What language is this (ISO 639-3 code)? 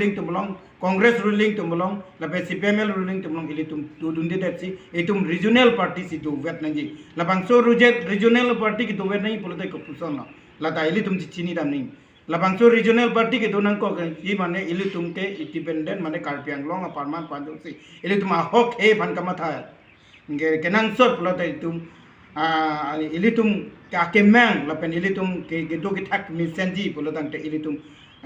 mjw